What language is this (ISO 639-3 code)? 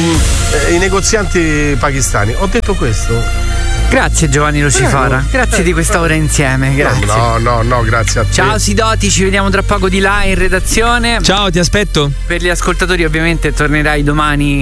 ita